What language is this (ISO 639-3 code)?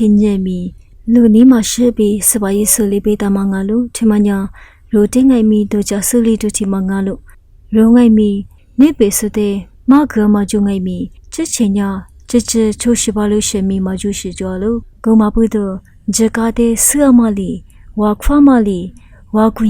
lis